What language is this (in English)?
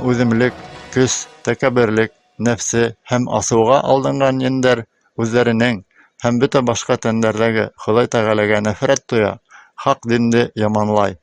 Bashkir